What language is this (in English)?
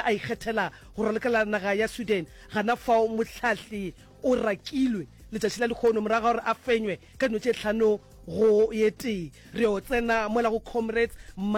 Northern Sotho